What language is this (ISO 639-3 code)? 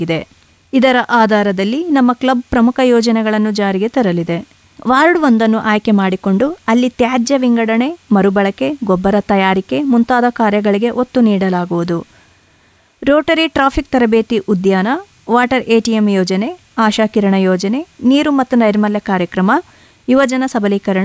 kan